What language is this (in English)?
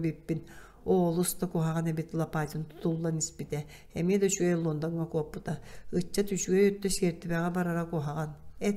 Yakut